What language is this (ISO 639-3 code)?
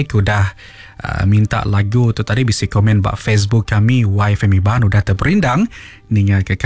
iba